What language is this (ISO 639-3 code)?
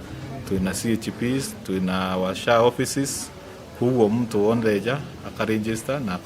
mer